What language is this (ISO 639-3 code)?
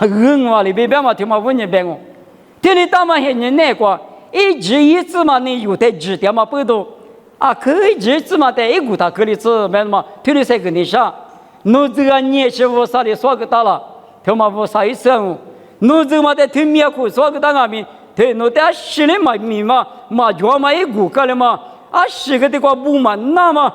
lis